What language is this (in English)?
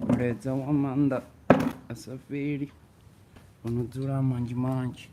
Venda